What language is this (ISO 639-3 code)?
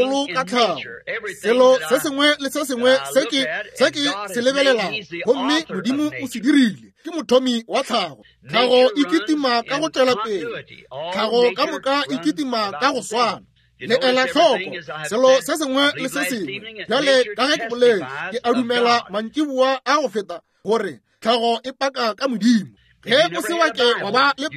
nso